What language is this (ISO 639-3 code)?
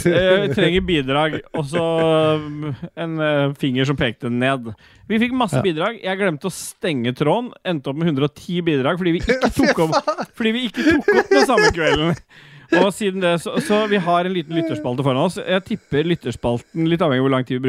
nor